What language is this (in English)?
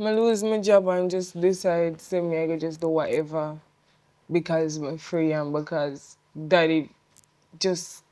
Jamaican Creole English